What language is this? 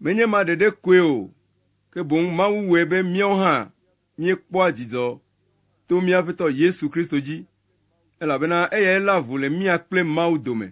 Ewe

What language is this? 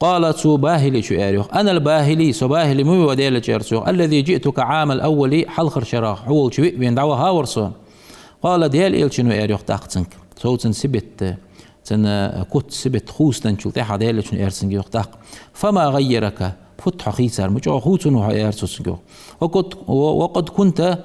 Ingush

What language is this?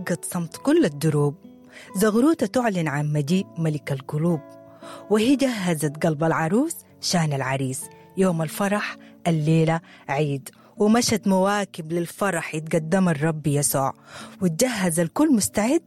Sudanese Arabic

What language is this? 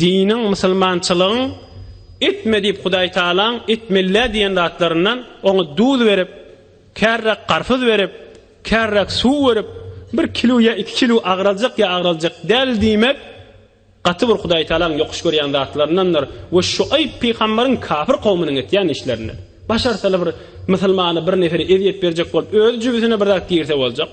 Turkmen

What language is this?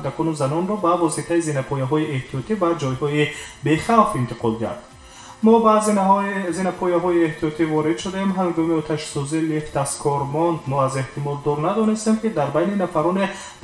Tajik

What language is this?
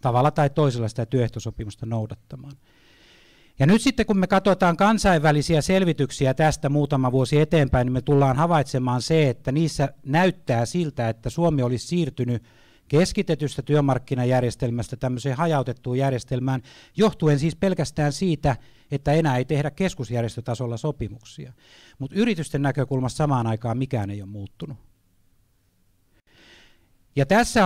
Finnish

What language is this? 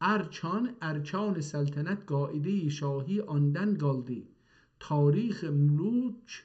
South Azerbaijani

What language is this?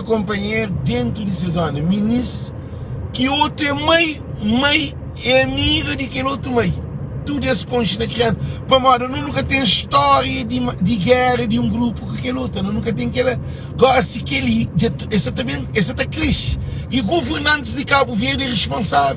Kabuverdianu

